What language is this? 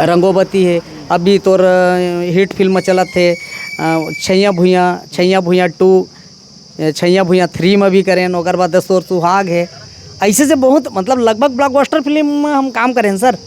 Chhattisgarhi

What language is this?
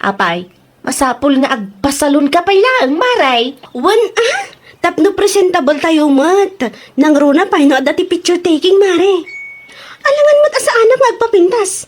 Iloko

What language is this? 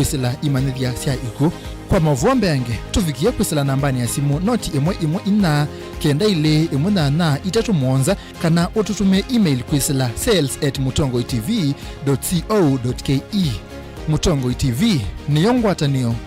Kamba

